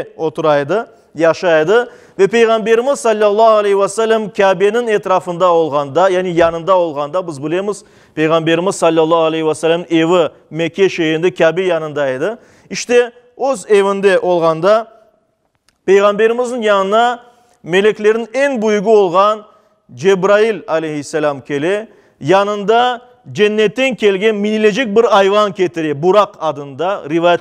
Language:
Crimean Tatar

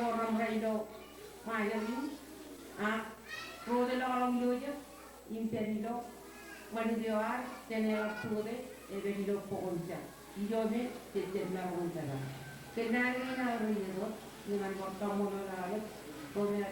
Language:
Marshallese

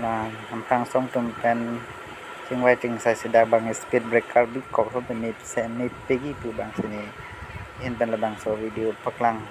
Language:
Karbi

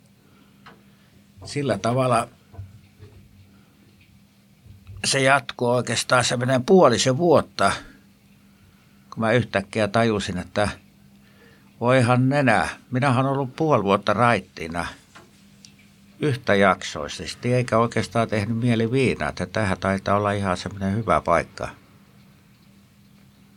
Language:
Finnish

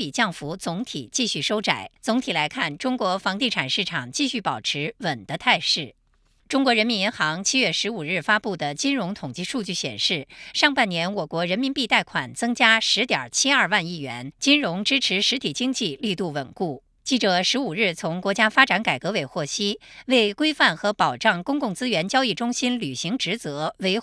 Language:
Chinese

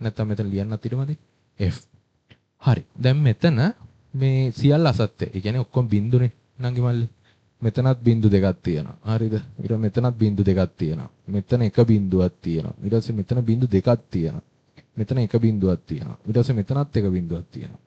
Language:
Sinhala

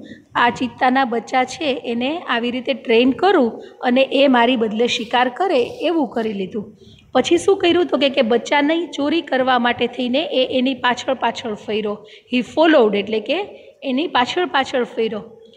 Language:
Gujarati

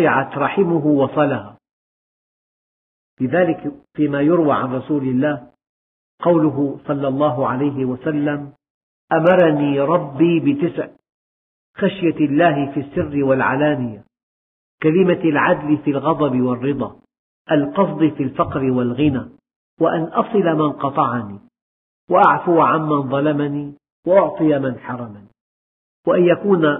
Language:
Arabic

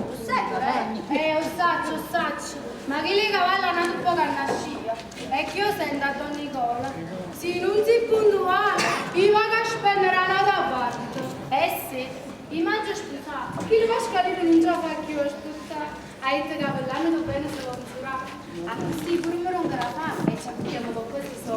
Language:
Neapolitan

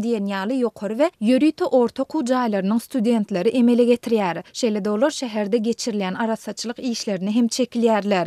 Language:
Turkmen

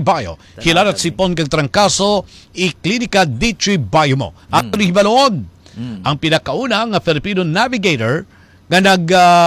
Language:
Hiligaynon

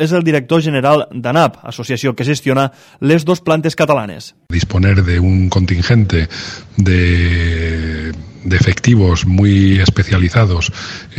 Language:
Catalan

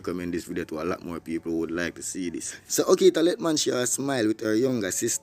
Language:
Jamaican Creole English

